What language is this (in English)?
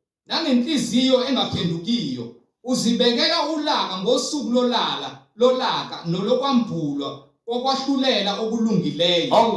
Zulu